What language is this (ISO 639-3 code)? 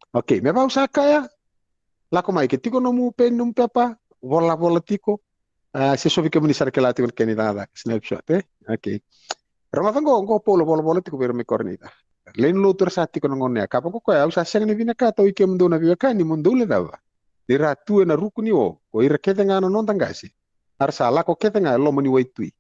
fij